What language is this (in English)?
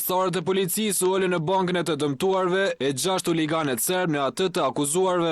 Albanian